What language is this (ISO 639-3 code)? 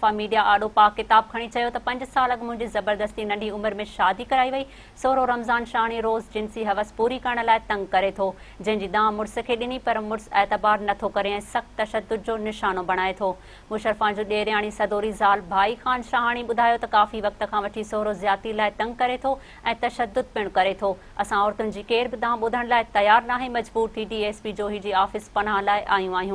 snd